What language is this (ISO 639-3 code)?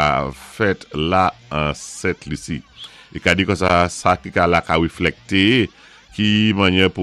acf